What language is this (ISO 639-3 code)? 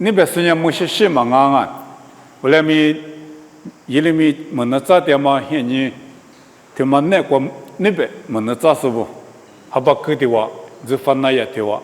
lis